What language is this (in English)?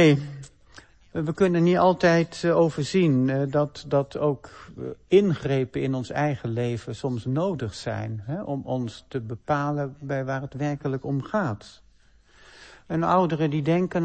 Dutch